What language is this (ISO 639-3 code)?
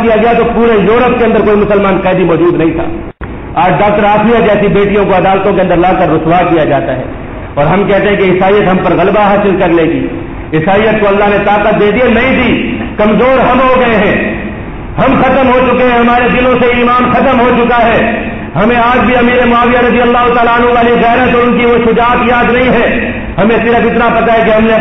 urd